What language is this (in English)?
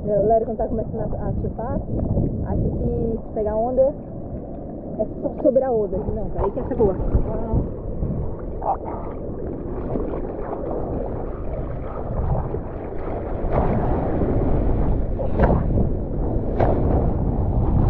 Portuguese